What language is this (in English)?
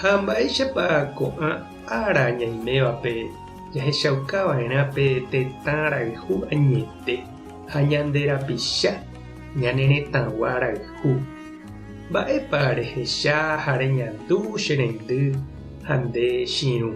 Guarani